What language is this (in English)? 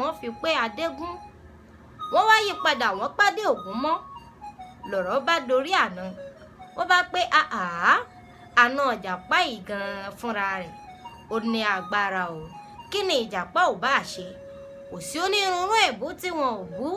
Yoruba